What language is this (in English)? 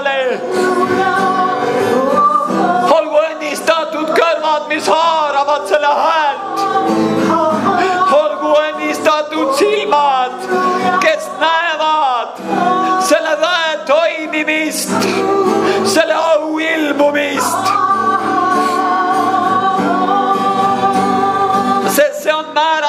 Estonian